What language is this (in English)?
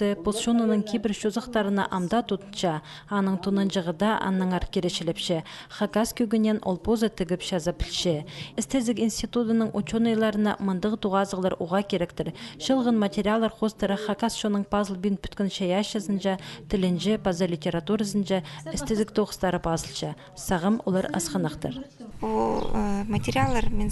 Khakas